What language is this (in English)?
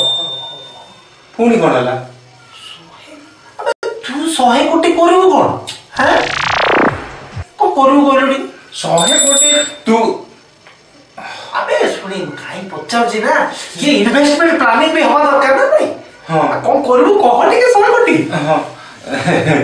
Odia